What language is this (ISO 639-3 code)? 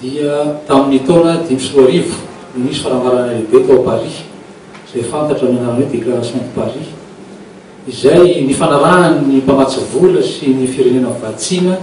mlg